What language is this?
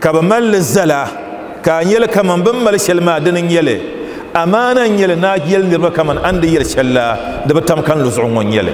Dagbani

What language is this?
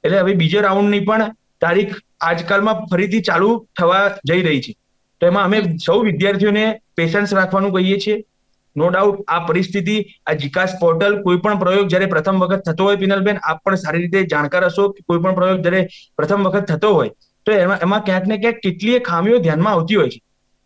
Gujarati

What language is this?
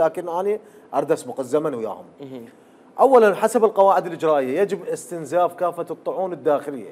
Mesopotamian Arabic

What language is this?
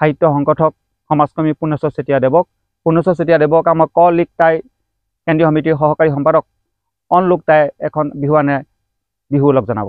Assamese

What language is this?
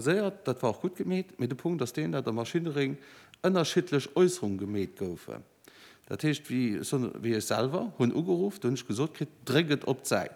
Luxembourgish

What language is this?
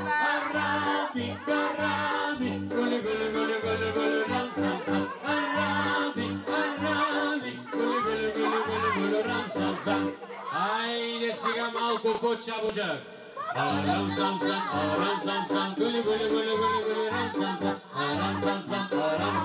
Bulgarian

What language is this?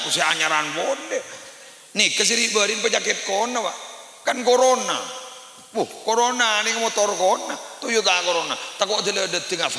Madurese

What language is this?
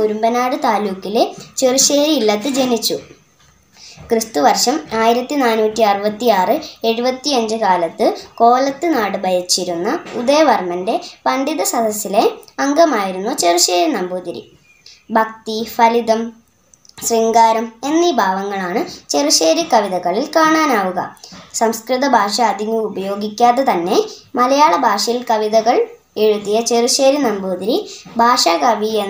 Malayalam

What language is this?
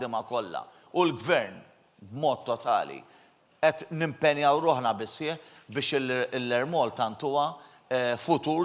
Maltese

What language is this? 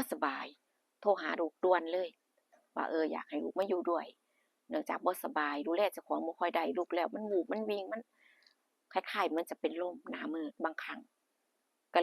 Northeastern Thai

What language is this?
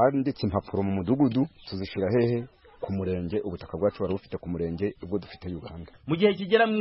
Kinyarwanda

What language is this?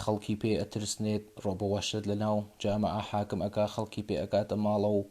Central Kurdish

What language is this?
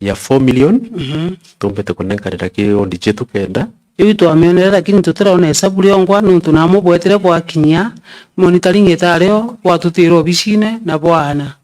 Meru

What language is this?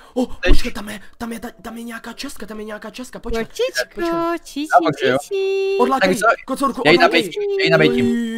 Czech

